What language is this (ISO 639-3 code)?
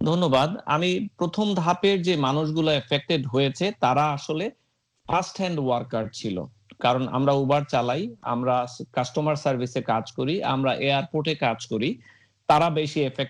ben